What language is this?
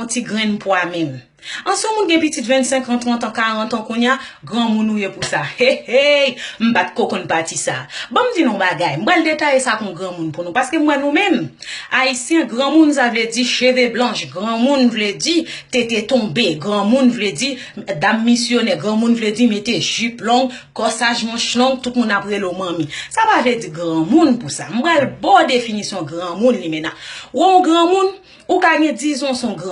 Haitian Creole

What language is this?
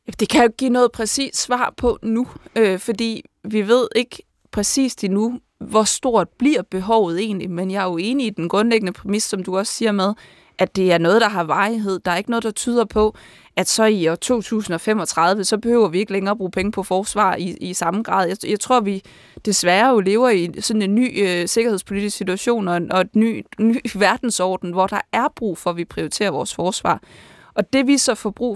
Danish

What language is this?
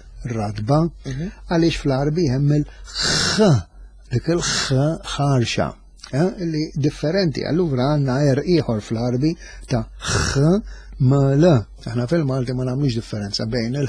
Maltese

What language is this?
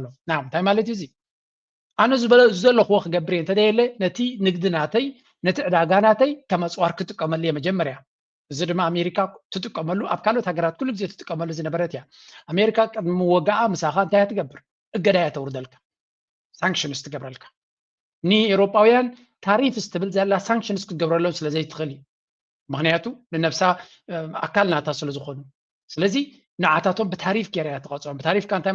Tigrinya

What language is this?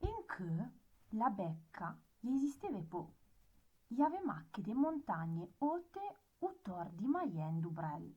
Arpitan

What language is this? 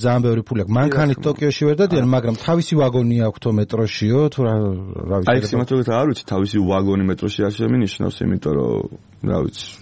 Georgian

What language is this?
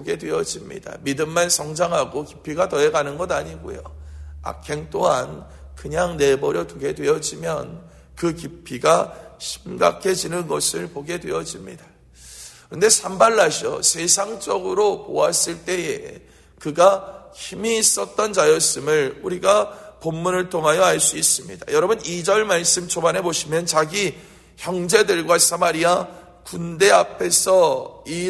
Korean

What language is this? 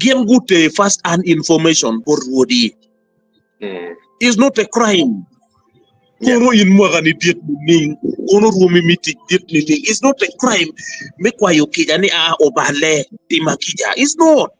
Acoli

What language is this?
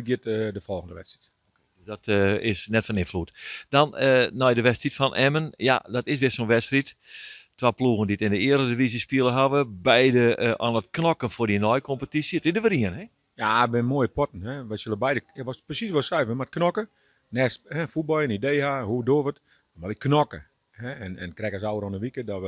Western Frisian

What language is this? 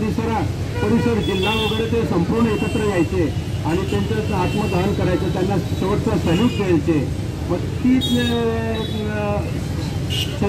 Marathi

